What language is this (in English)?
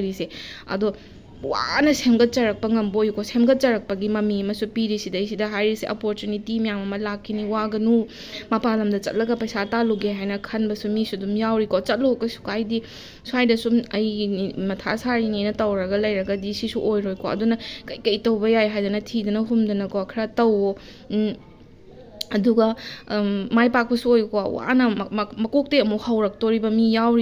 Manipuri